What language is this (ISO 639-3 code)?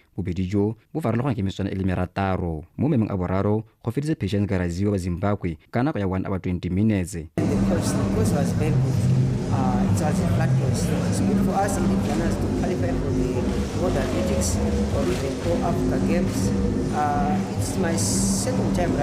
tsn